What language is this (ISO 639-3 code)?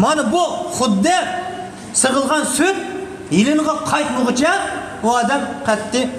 uig